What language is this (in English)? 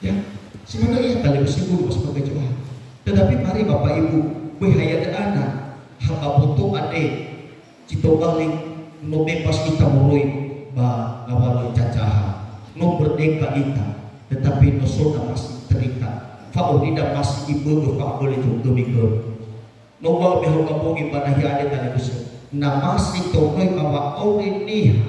Nias